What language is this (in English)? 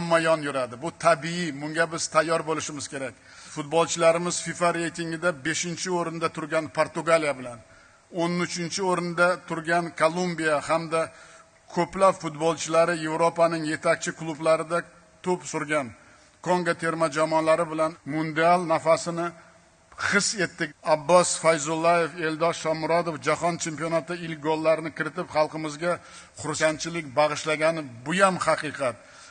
Uzbek